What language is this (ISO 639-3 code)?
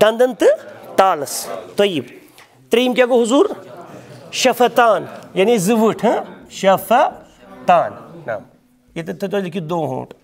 kas